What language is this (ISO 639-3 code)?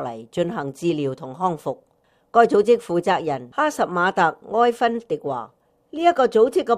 yue